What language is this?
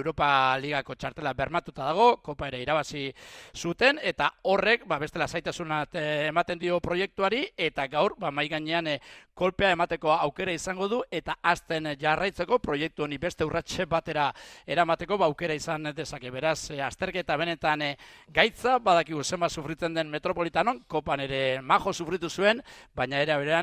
Basque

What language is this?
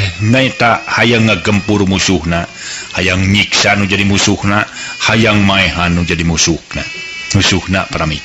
Sundanese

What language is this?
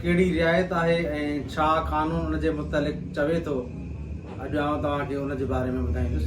Sindhi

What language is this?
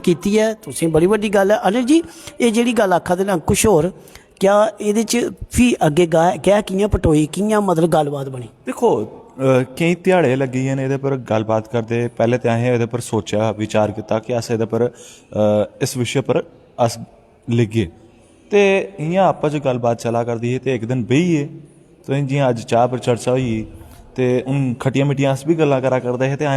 Dogri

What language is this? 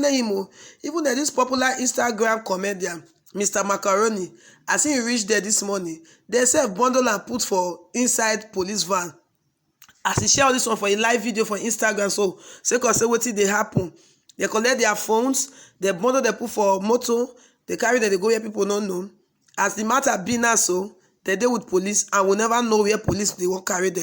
Nigerian Pidgin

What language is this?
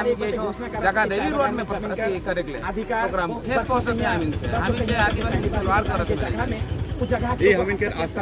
Sadri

